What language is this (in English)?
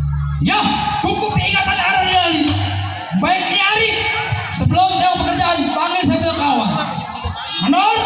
Betawi